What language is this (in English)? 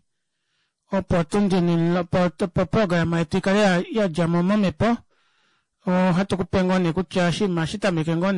Kuanyama